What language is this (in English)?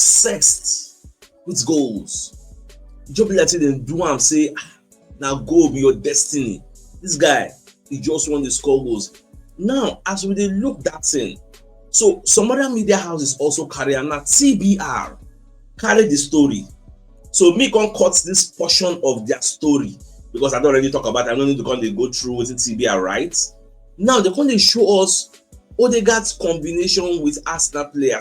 Nigerian Pidgin